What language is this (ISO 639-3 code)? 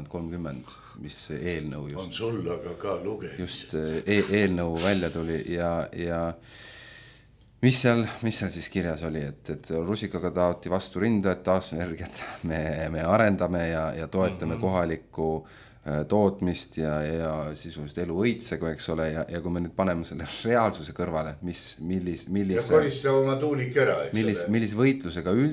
est